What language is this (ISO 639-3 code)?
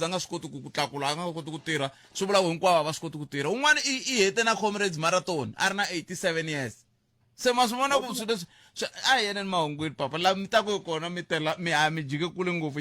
tso